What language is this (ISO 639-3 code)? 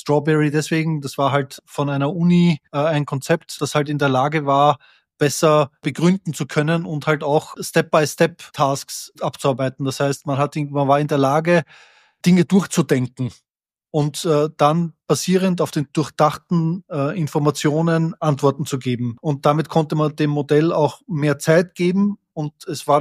deu